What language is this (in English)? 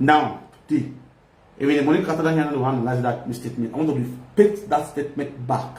Nigerian Pidgin